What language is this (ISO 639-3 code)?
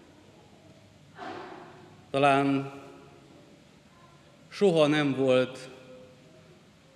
hun